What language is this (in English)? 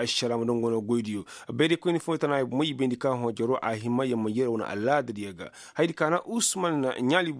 Koyraboro Senni